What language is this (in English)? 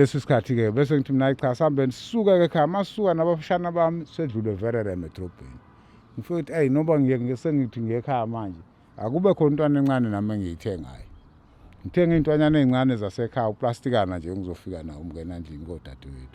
Zulu